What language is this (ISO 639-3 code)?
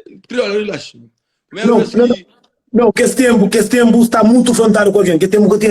kea